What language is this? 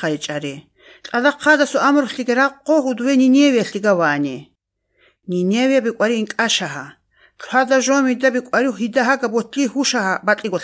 Georgian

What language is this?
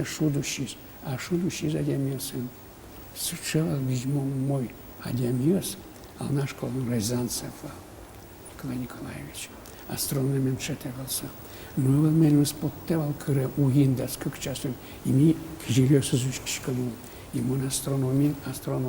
Udmurt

